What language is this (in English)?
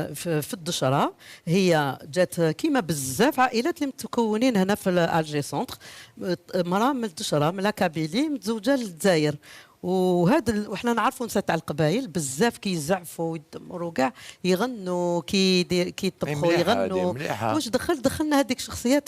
Algerian Arabic